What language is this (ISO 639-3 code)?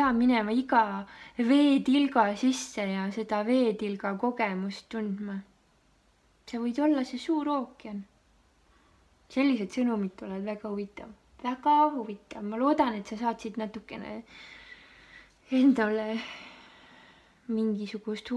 est